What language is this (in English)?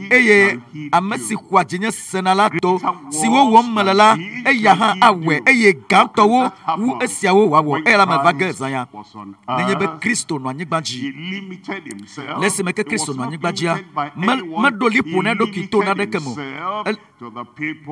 Ewe